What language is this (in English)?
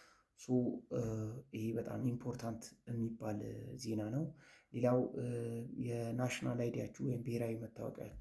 Amharic